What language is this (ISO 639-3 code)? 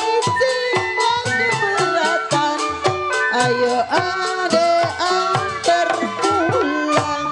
bew